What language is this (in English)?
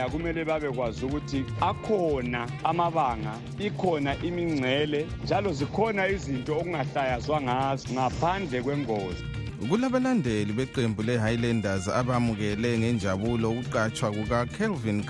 North Ndebele